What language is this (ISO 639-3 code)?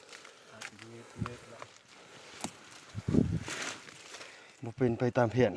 lao